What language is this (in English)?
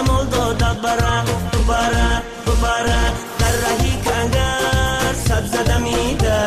Tajik